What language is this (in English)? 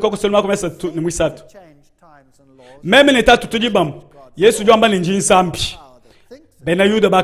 Luba-Lulua